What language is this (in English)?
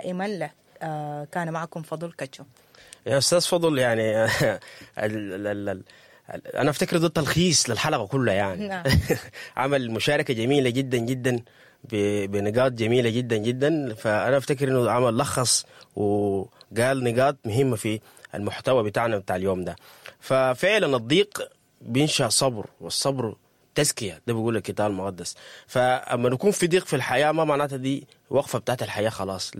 Sudanese Arabic